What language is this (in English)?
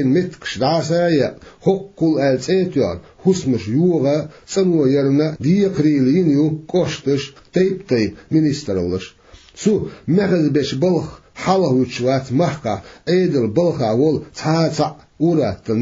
Chechen